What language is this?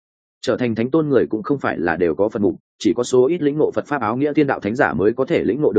Vietnamese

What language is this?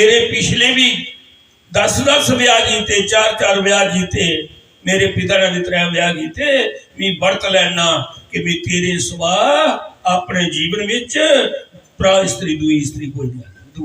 Dogri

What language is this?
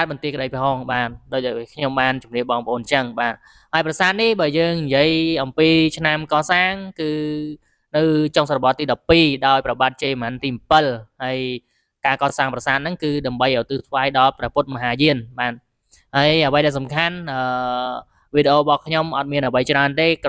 Khmer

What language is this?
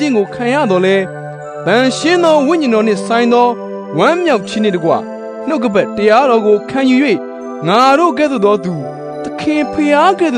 Burmese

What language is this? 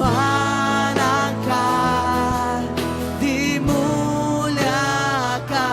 Iban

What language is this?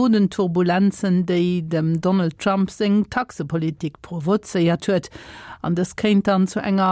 Luxembourgish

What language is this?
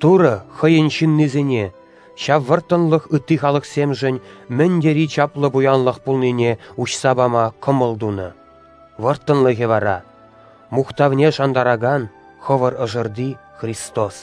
Chuvash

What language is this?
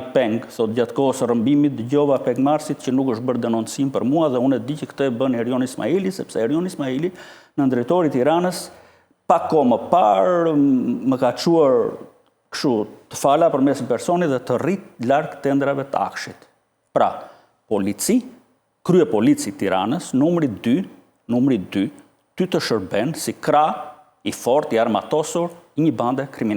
Albanian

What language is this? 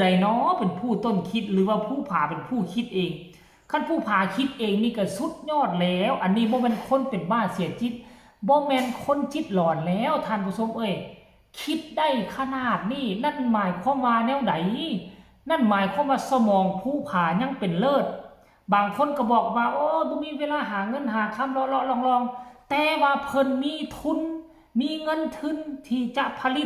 Lao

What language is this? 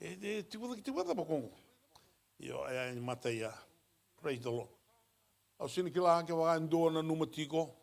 Fijian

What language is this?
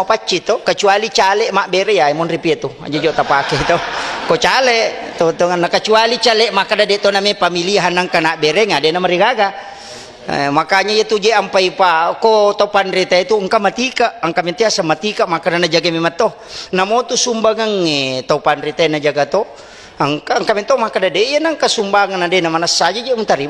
Buginese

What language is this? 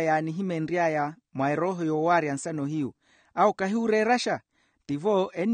Makhuwa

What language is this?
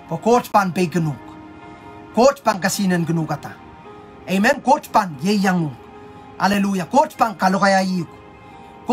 Pohnpeian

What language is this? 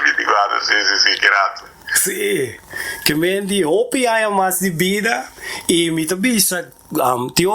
Papiamento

